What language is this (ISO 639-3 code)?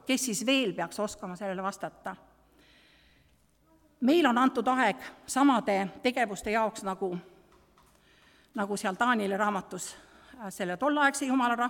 est